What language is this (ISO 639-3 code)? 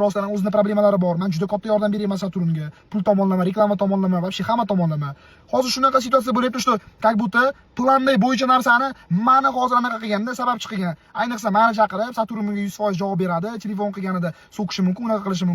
uzb